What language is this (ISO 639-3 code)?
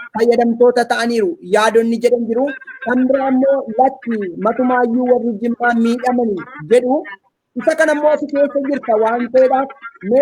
orm